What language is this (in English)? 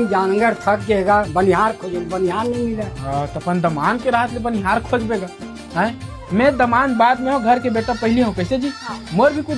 Chhattisgarhi